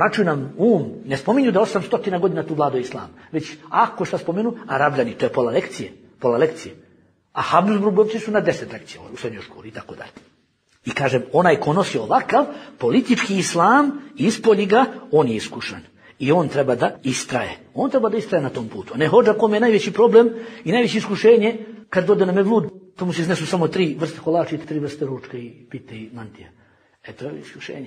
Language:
Bosnian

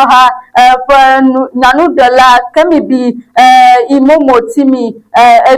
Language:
Ewe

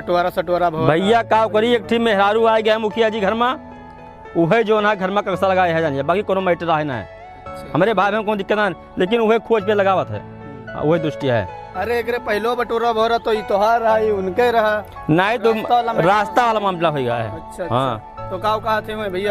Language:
Awadhi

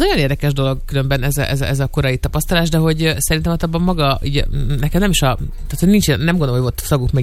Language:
Hungarian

